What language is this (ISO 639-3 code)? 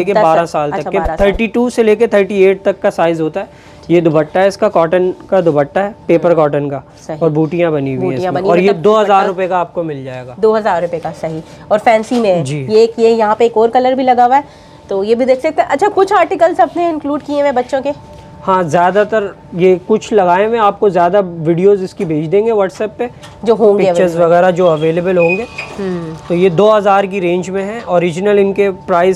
hin